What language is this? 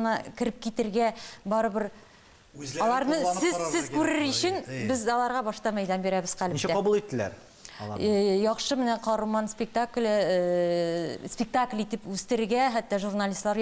Tatar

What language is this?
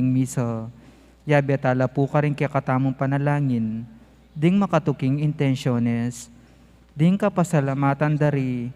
Pampanga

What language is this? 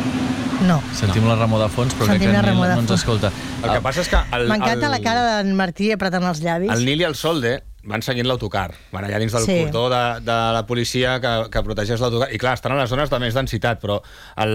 Catalan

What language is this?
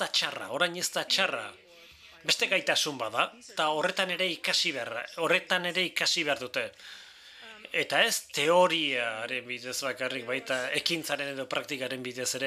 Basque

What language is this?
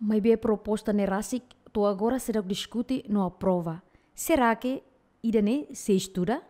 Tetum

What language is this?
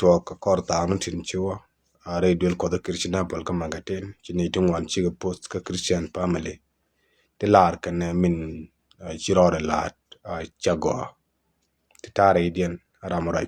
Nuer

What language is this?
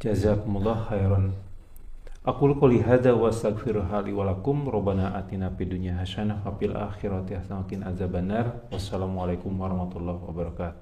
Sundanese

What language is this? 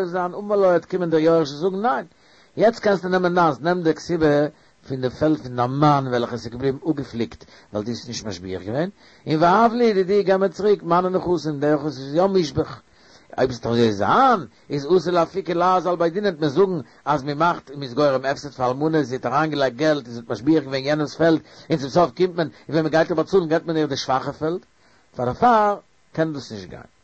Yiddish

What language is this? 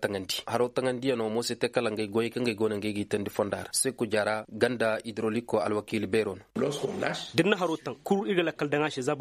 Koyraboro Senni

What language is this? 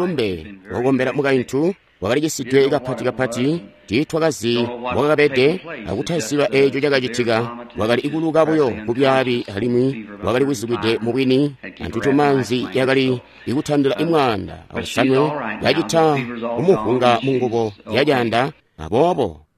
Tonga (Zambia)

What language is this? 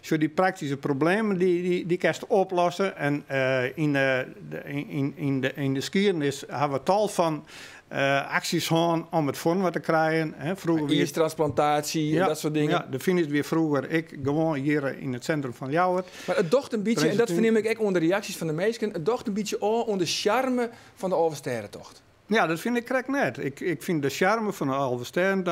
Western Frisian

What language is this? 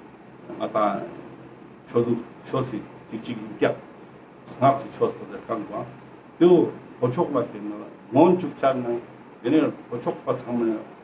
Ladakhi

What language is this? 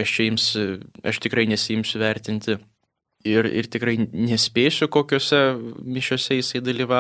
Lithuanian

